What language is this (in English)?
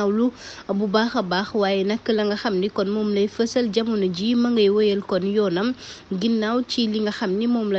Wolof